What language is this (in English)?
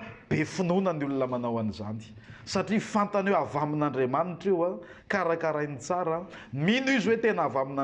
Malagasy